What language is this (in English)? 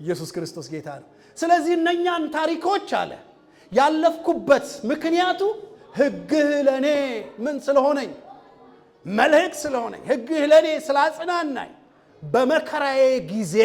Amharic